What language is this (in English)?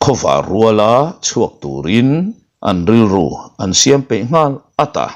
Mizo